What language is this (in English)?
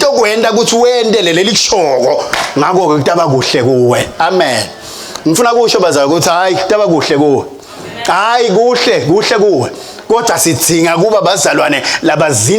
Swati